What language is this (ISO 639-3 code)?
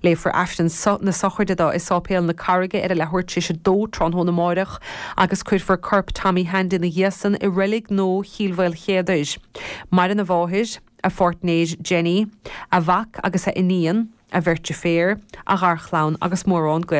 gle